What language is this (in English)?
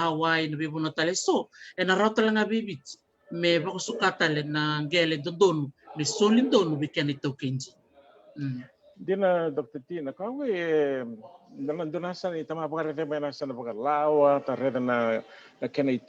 Fijian